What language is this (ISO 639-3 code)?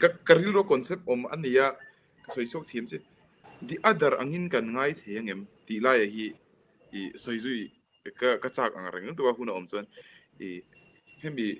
lus